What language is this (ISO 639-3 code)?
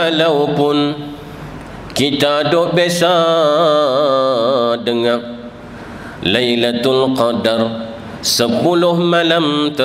msa